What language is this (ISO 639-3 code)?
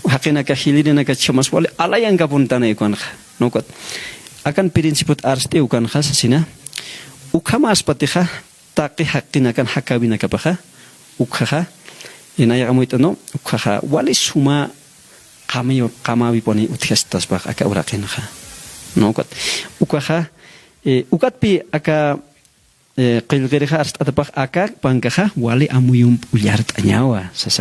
aym